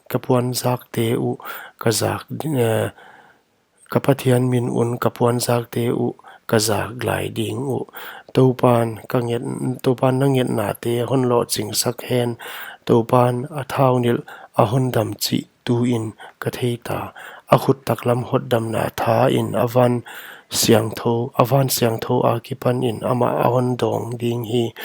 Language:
Paite Chin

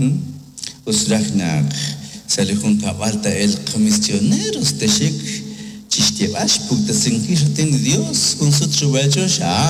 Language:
Kekchí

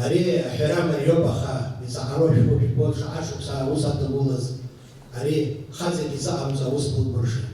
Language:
Abkhazian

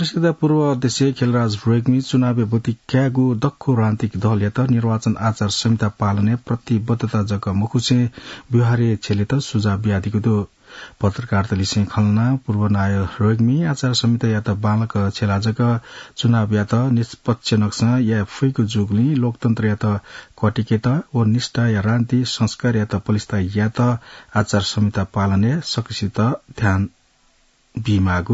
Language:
Newari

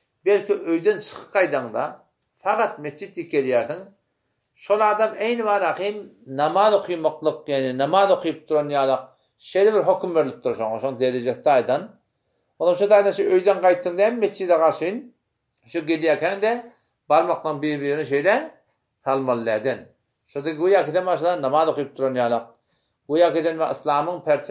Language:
Turkmen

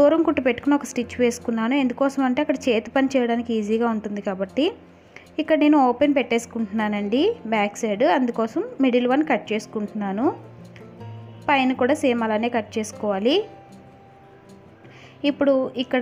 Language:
Telugu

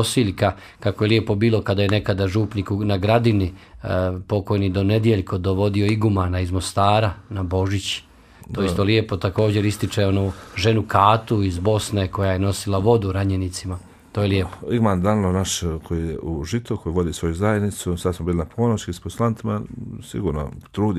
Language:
Bosnian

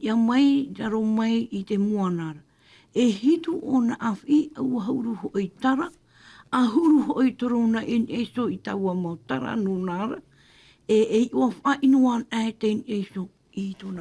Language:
Tahitian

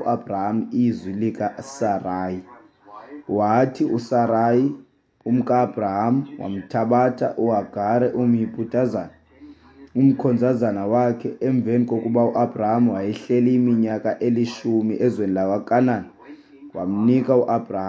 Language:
Xhosa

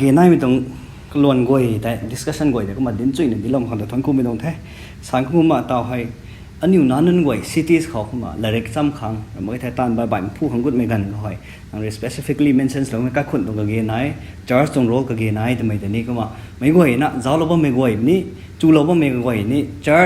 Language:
Rongmei Naga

